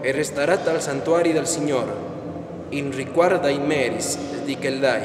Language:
Friulian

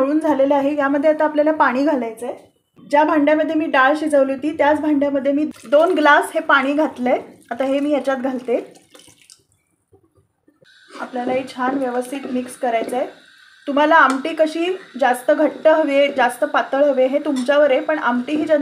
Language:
Marathi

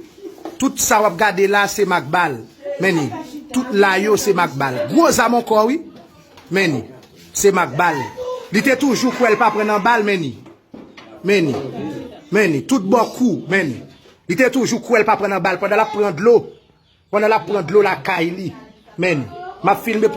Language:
Haitian Creole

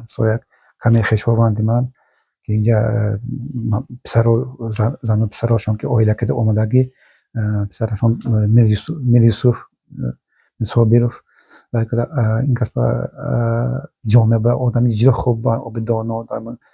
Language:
Tajik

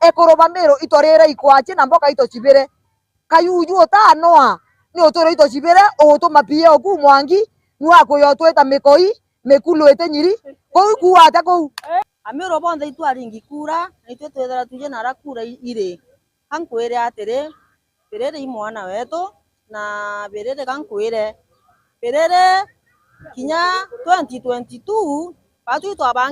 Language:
Meru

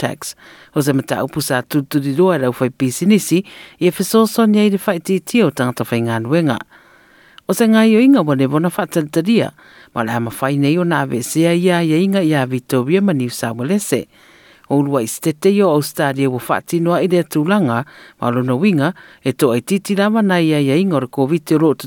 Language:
Samoan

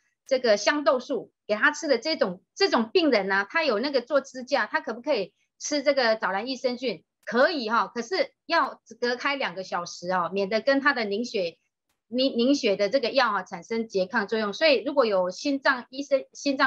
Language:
Chinese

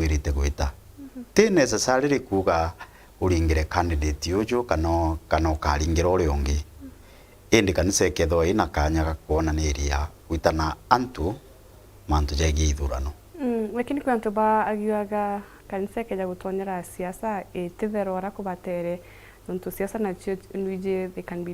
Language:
Meru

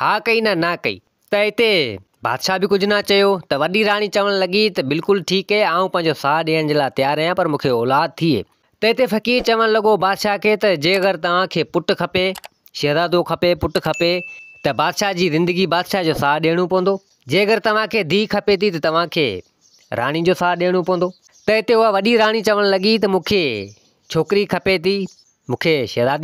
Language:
Sindhi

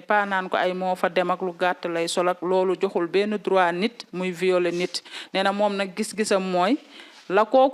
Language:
Wolof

